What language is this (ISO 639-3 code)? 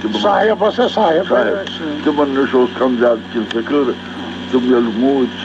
kas